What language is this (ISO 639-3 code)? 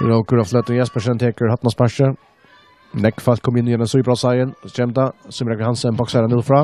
fao